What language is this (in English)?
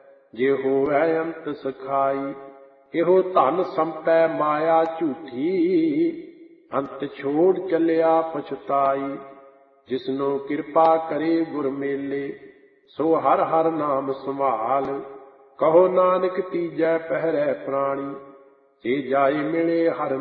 Punjabi